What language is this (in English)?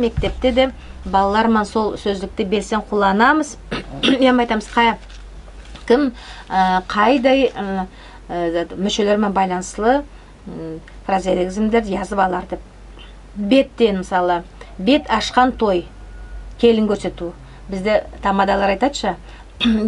Nogai